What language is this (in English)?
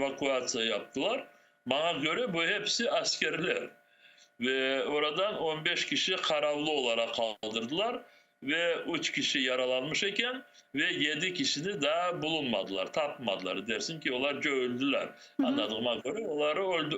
Crimean Tatar